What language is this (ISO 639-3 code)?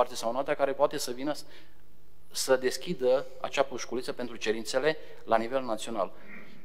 ron